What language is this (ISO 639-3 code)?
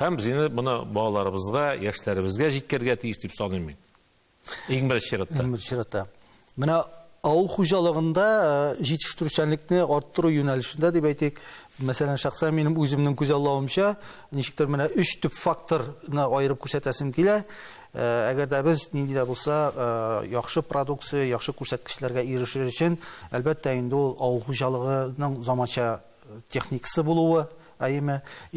tat